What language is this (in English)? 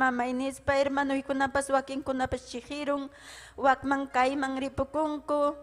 Ayacucho Quechua